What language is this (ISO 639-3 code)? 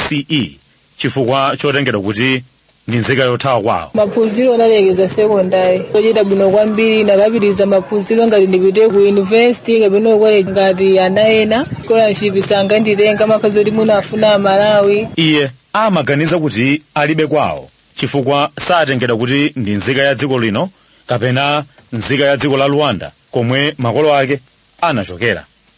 nya